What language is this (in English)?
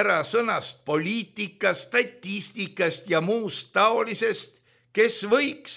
Estonian